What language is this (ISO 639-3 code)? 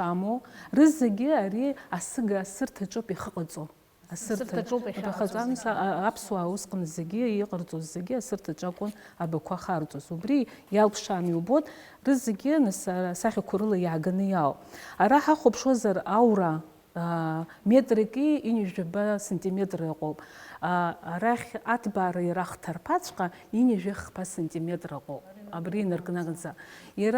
abk